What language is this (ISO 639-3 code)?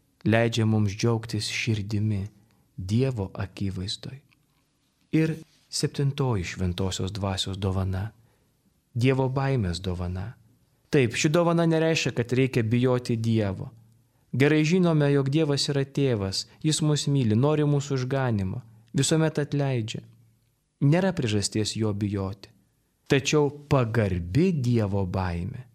lit